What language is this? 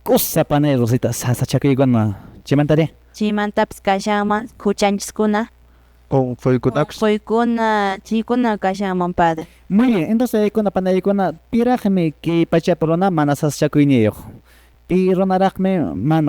Quechua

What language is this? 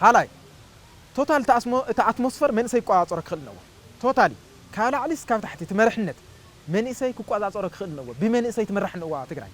Tigrinya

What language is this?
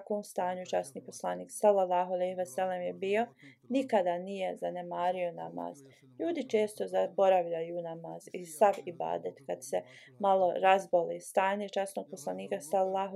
Bosnian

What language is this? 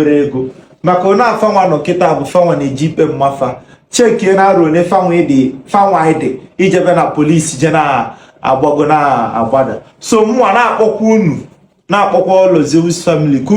Igbo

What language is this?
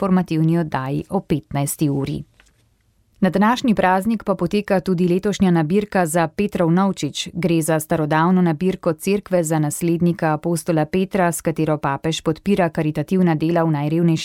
Slovenian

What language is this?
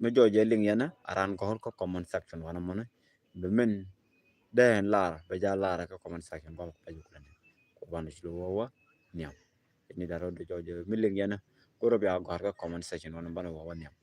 Nuer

